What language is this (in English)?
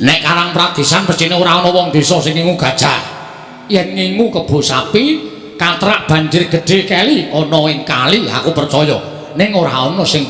Javanese